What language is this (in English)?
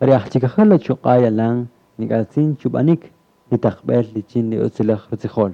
Kaqchikel